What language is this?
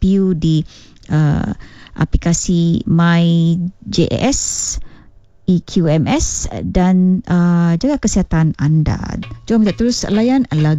Malay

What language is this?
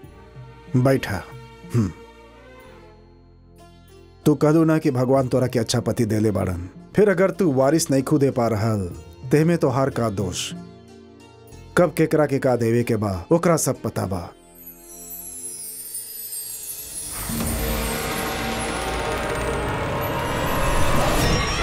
Bhojpuri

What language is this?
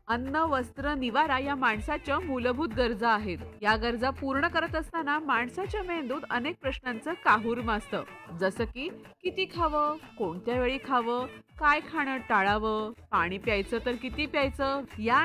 Marathi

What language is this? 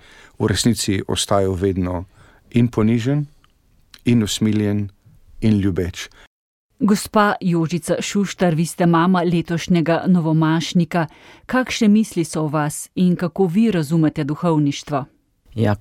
Slovenian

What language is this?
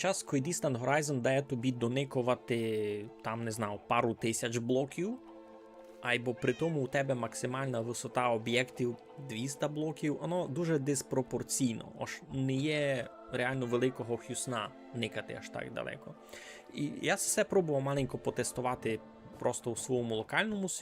Rusyn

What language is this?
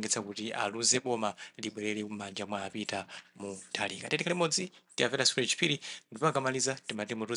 Nyanja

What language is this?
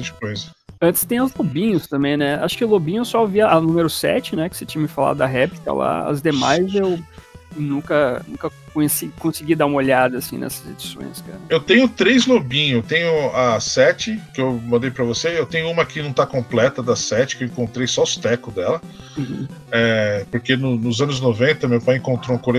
Portuguese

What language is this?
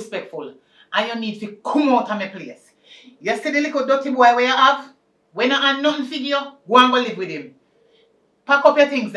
Jamaican Creole English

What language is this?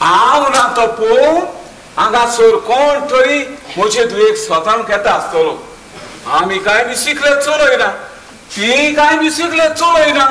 Konkani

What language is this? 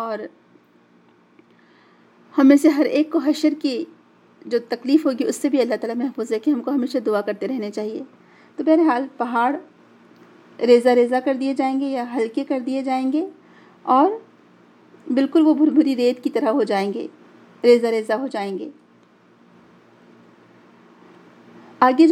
Urdu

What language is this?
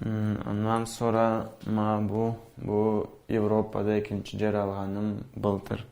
Karachay-Balkar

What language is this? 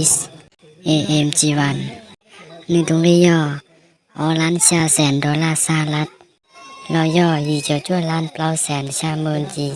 Hmong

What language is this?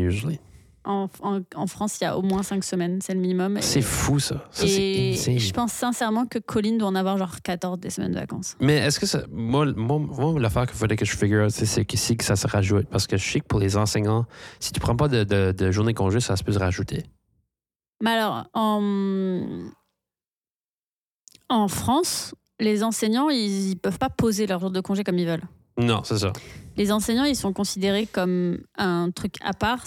French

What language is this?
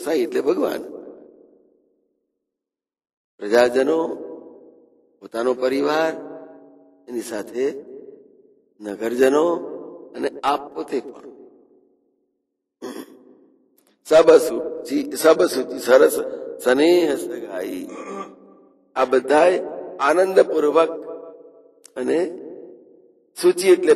Gujarati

